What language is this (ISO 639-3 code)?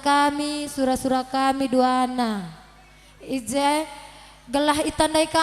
btx